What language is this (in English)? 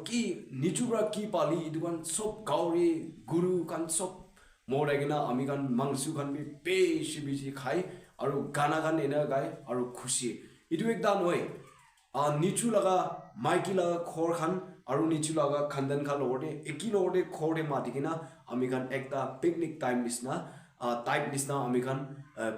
Naga Pidgin